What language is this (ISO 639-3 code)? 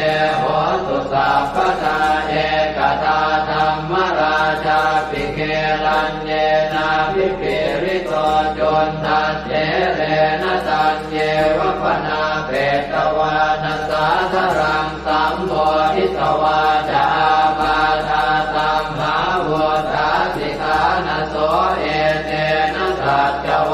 pli